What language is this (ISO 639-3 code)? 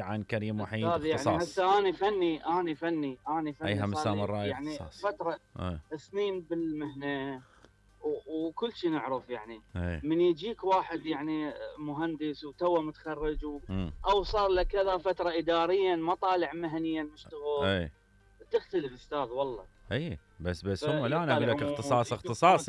acm